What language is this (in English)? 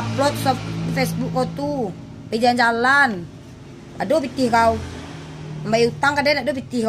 Minangkabau